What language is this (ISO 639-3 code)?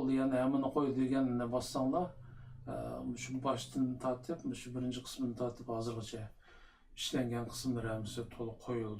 uig